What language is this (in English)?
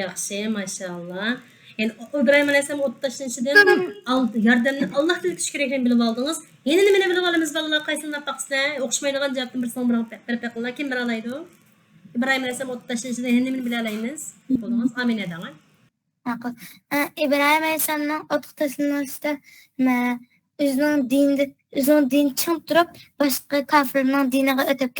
Uyghur